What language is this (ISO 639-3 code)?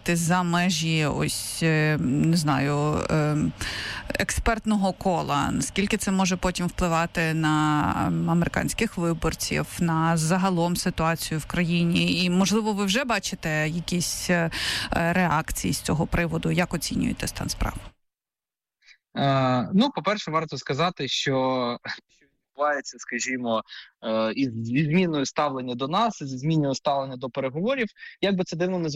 ukr